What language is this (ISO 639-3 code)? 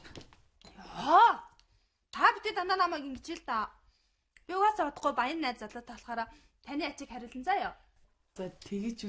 mon